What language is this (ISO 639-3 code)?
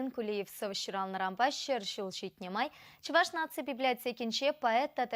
chv